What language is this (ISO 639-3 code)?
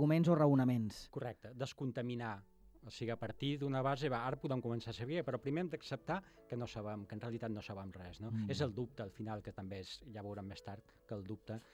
cat